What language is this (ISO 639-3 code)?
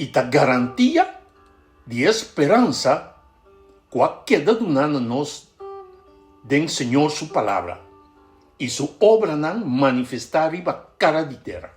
pap